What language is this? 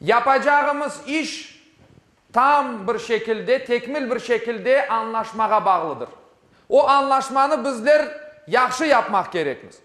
Crimean Tatar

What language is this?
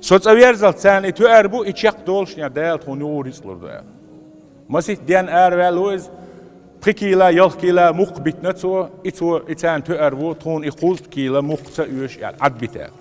Chechen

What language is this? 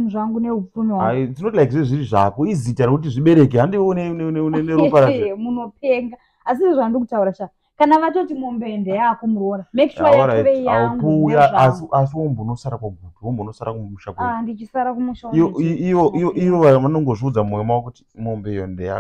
Shona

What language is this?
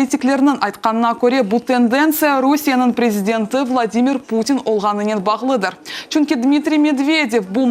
Crimean Tatar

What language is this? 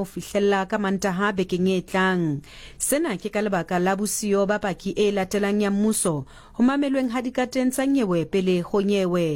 Southern Sotho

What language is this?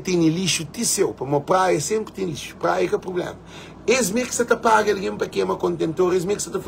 Kabuverdianu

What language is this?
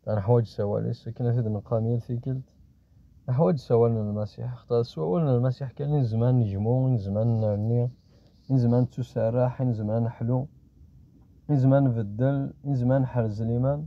Kabyle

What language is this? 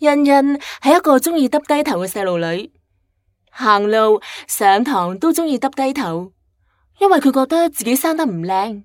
Cantonese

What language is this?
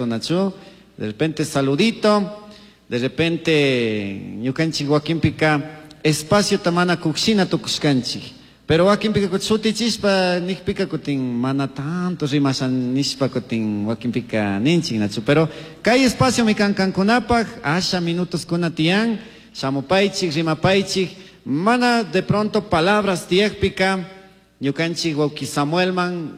Chimborazo Highland Quichua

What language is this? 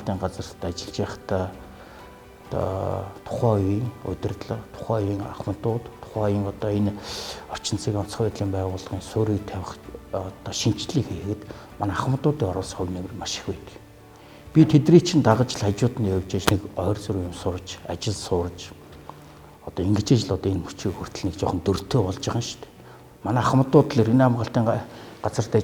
Mongolian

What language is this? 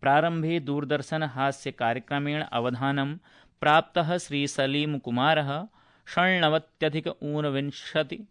Sanskrit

